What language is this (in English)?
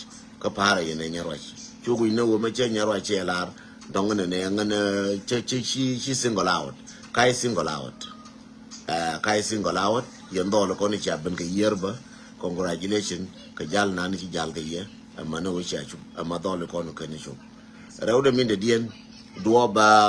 Nuer